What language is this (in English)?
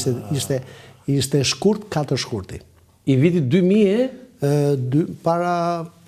Albanian